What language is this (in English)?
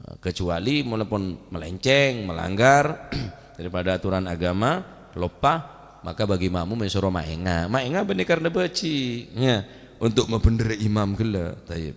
Madurese